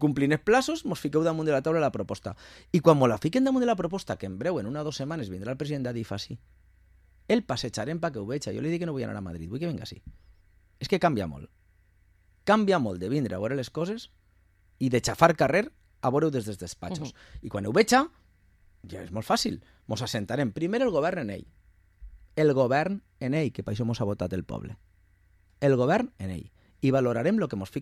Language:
Catalan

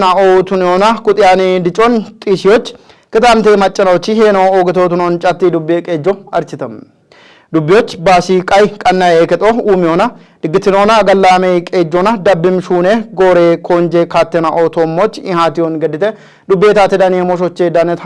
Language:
Kafa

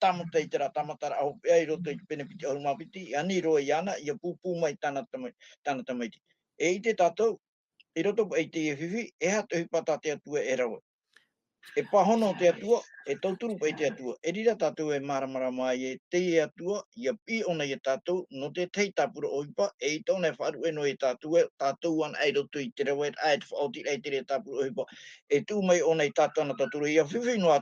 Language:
Tahitian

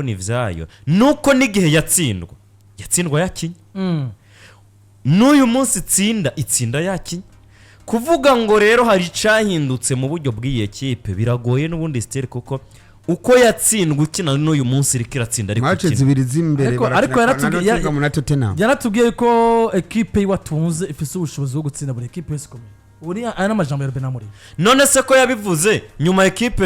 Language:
Rundi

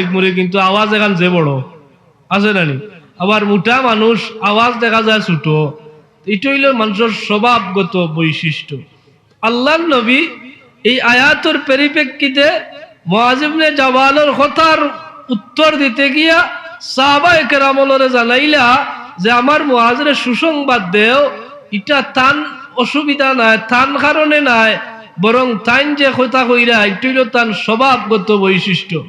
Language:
Sylheti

